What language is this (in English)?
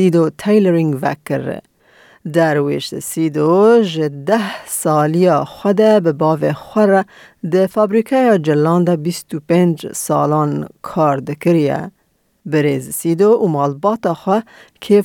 Kurdish